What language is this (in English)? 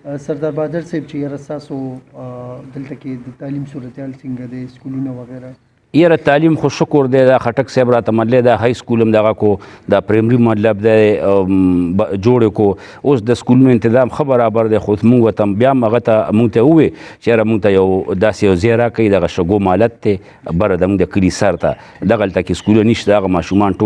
Pashto